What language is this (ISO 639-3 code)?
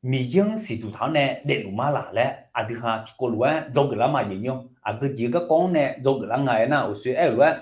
ahk